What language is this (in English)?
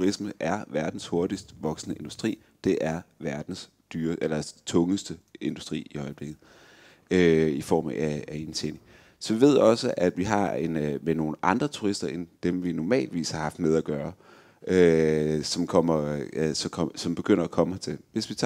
Danish